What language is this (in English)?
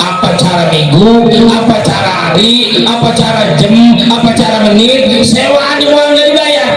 Betawi